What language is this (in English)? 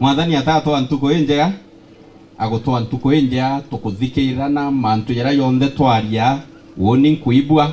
Meru